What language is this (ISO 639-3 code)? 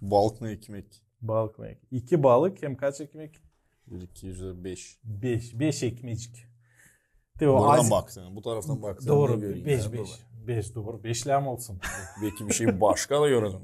gag